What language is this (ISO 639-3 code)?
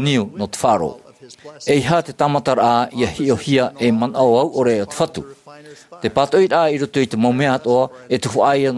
tah